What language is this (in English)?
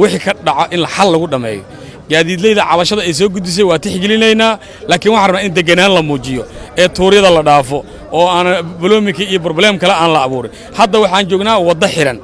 Somali